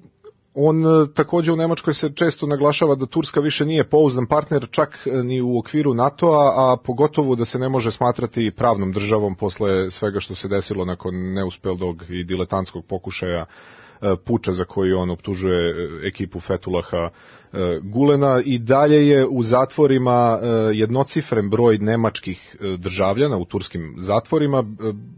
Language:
Serbian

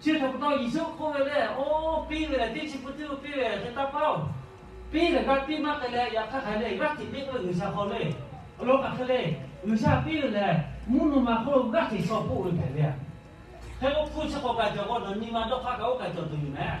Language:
Lahu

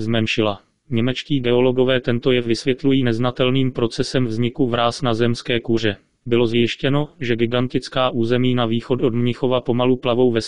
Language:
Czech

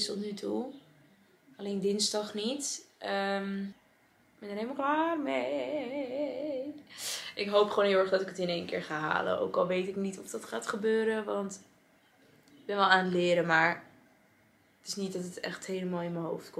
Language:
Dutch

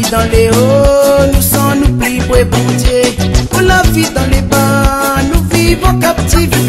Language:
Réunion Creole French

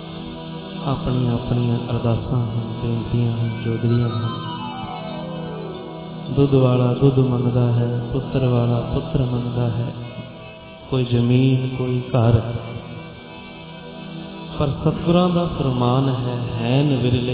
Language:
Punjabi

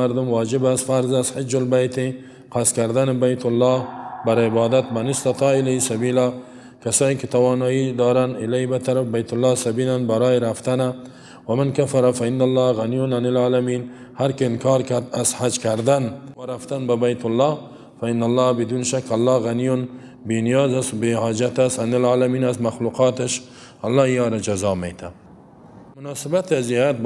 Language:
Persian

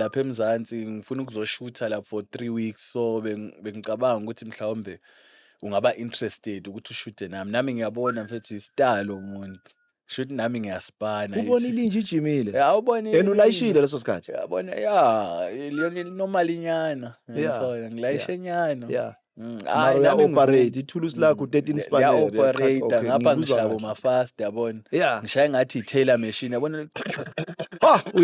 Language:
Zulu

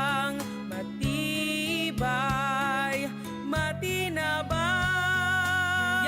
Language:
Bikol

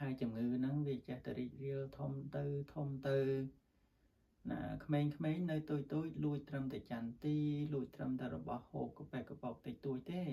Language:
Khmer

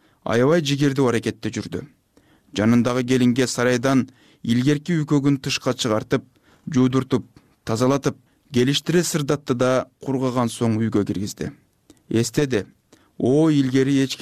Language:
Kyrgyz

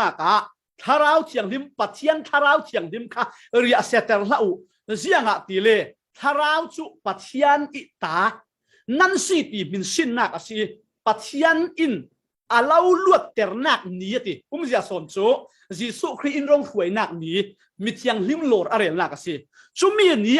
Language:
Falam Chin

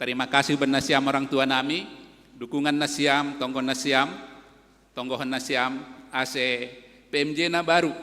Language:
Batak Simalungun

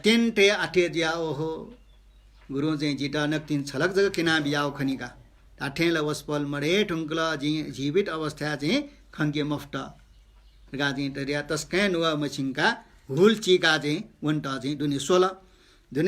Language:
Newari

